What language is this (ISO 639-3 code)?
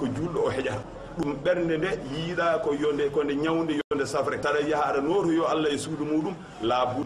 ful